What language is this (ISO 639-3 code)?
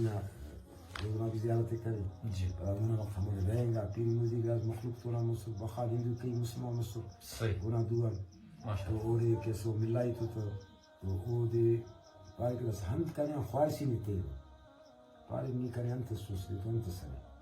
brh